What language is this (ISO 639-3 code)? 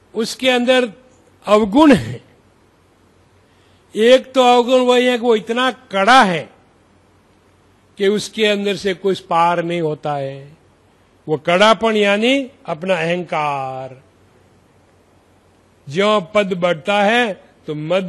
hin